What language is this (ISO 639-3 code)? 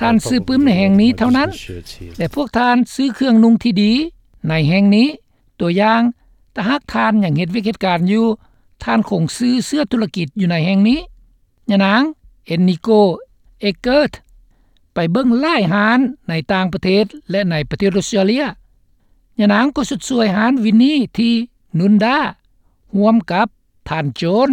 lao